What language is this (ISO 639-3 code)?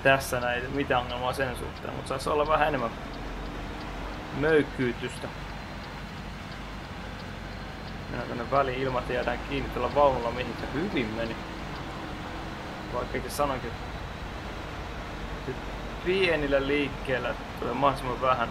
fin